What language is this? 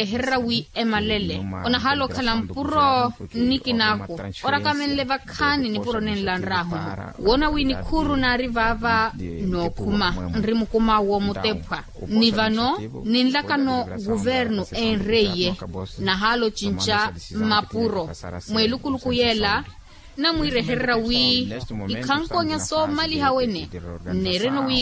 Makhuwa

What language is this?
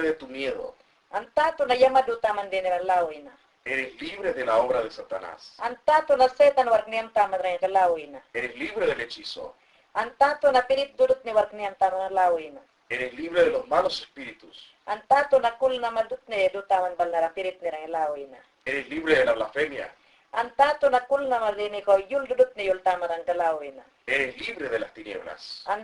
Mayangna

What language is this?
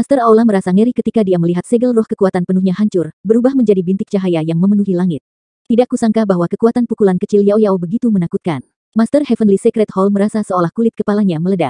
Indonesian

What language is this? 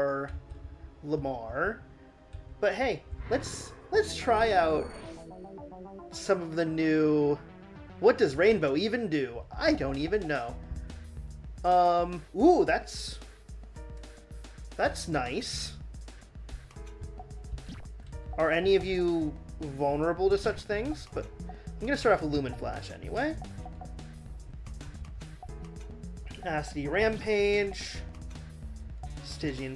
English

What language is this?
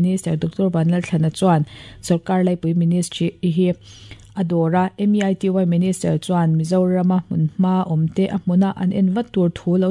Mizo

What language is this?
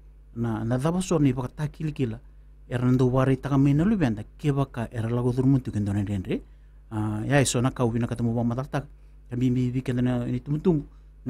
Fijian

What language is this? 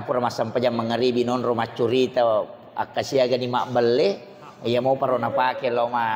Buginese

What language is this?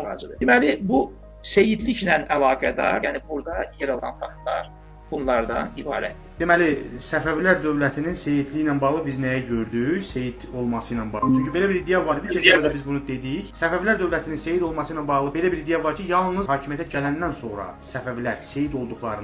Azerbaijani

